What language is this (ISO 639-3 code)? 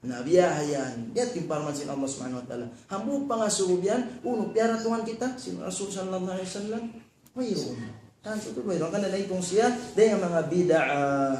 tsg